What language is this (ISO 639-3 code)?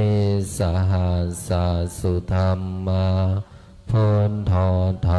pli